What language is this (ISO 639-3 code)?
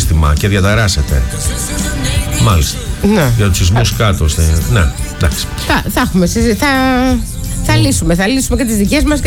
ell